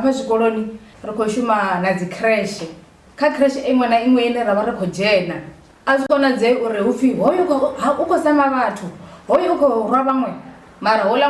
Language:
Venda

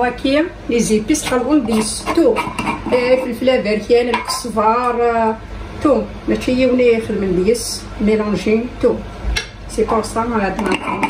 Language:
Kabyle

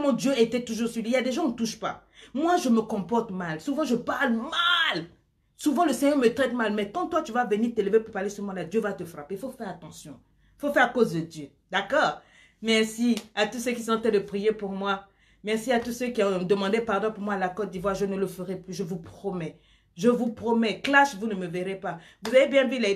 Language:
French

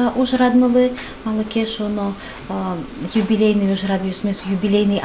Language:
Udmurt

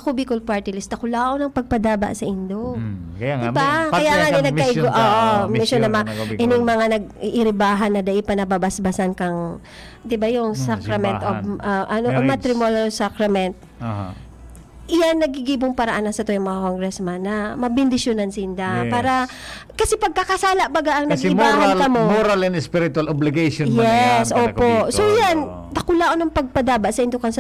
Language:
Bikol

